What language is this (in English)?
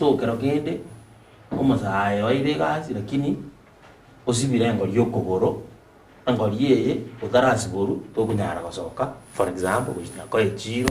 Gusii